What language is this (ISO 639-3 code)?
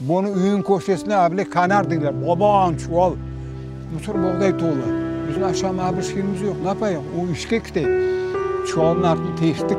crh